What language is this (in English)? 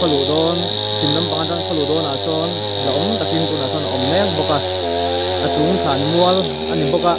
Mizo